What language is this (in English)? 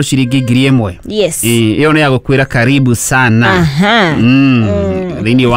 Kikuyu